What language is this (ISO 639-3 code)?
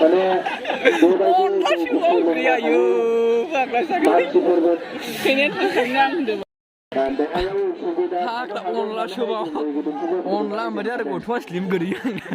brx